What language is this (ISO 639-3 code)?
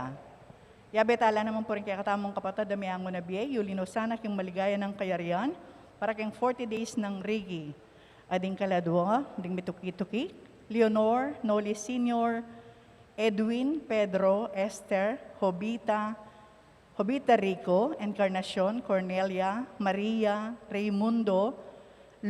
pam